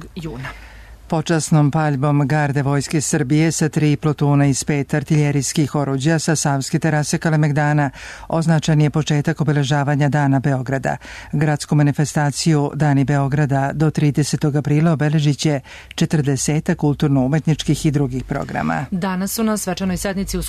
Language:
Serbian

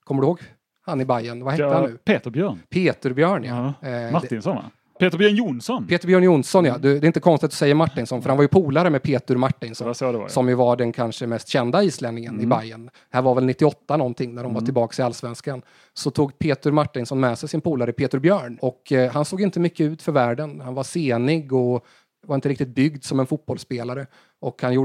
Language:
Swedish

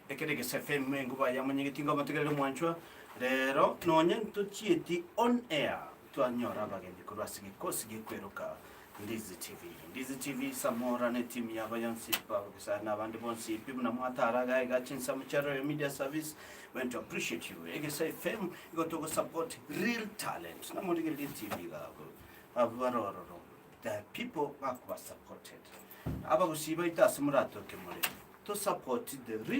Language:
Gusii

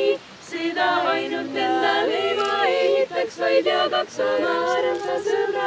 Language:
Estonian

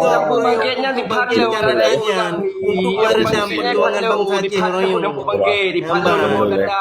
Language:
Achinese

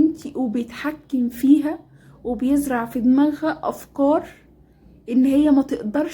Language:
Egyptian Arabic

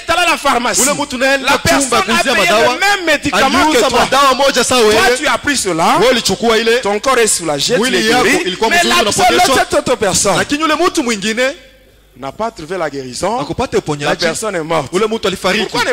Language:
Swahili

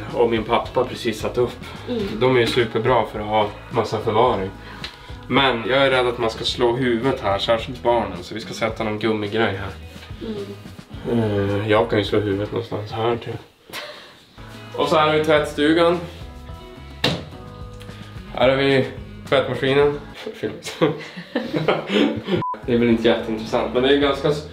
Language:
Swedish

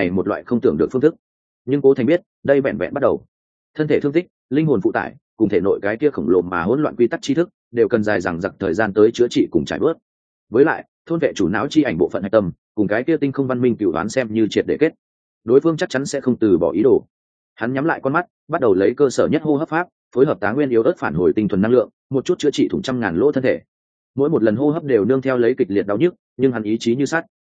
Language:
Vietnamese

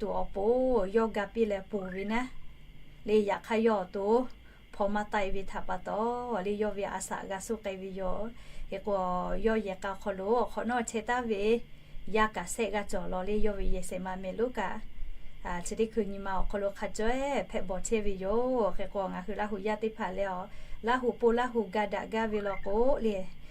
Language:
Lahu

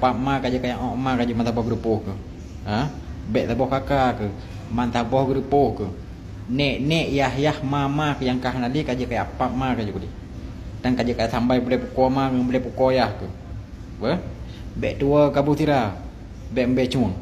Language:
Achinese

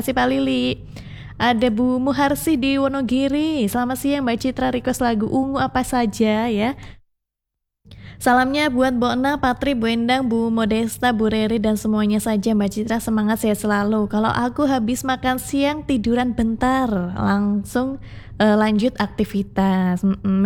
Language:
Indonesian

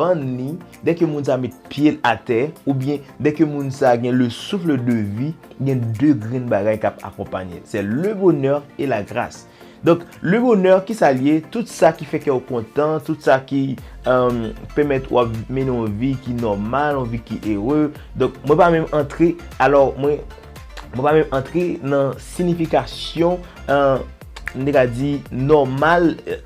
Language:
Haitian Creole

